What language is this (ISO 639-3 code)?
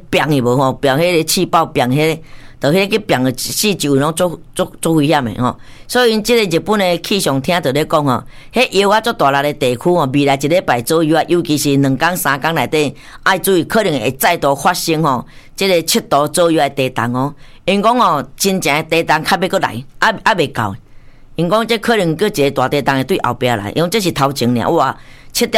nan